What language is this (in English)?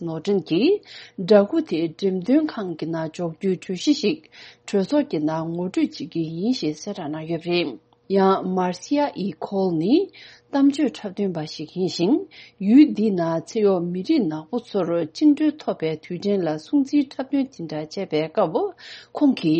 Tibetan